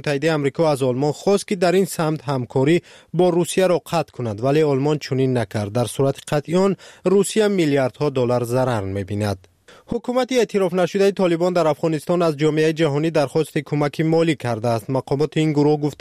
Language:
Persian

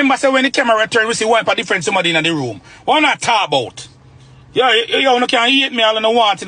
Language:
Jamaican Creole English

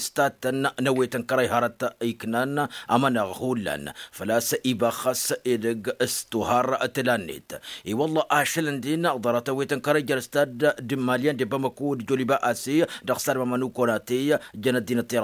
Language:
Tamasheq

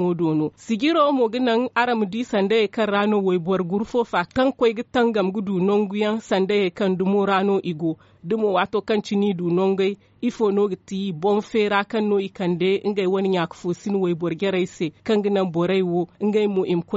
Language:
Zarma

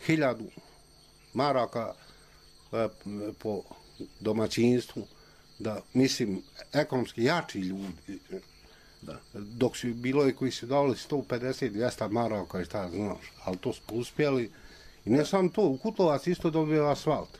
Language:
Serbian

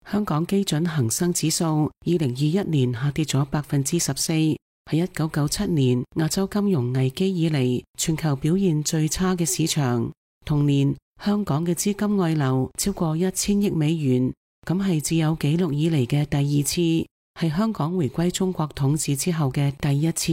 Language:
Cantonese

